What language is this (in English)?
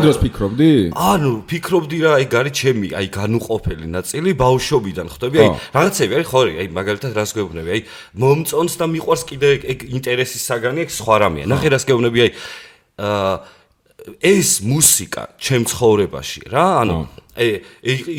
Georgian